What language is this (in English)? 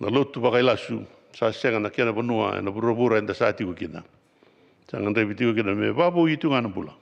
Fijian